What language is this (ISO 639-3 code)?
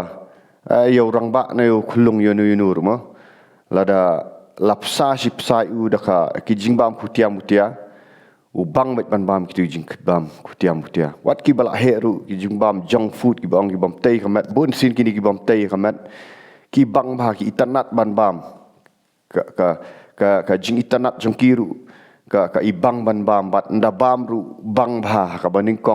kha